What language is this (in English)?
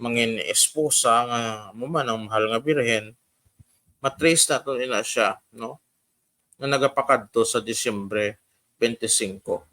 Hiligaynon